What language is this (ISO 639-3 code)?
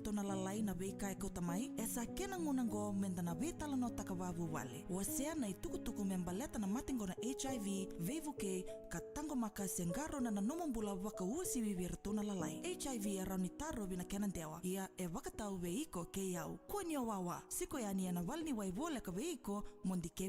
fij